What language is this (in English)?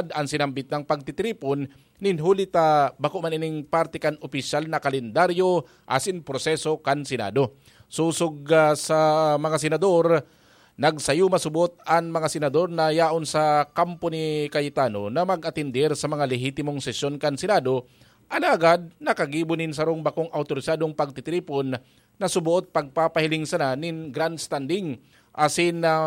Bikol